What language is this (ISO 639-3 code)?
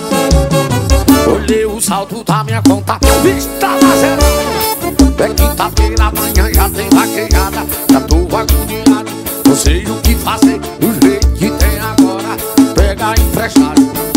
por